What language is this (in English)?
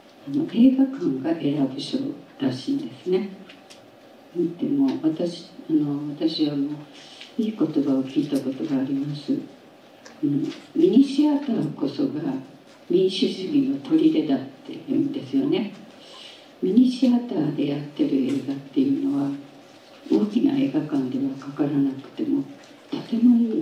Japanese